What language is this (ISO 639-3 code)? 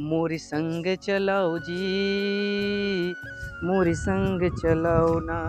hne